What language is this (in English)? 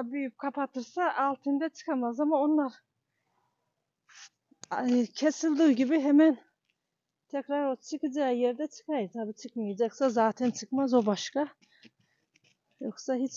Turkish